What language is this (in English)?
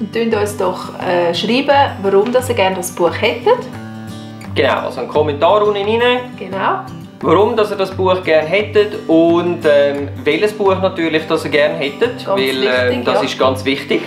Swiss German